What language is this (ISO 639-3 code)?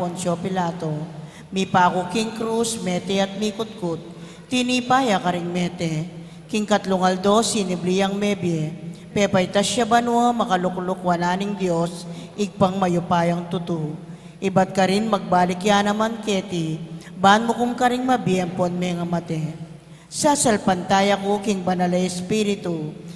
pam